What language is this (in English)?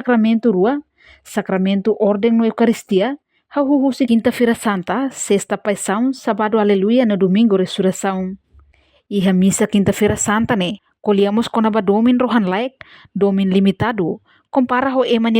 Tetum